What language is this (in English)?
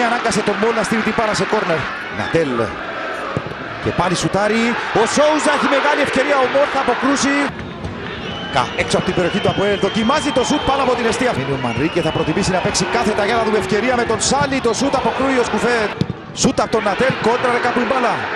Greek